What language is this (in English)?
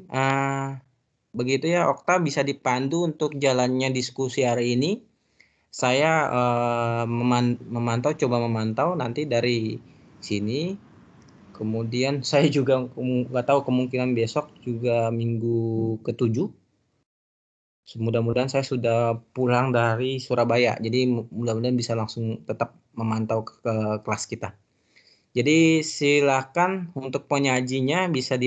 Indonesian